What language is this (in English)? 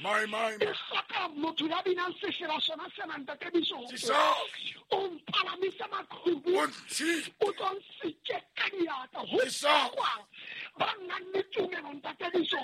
Southern Sotho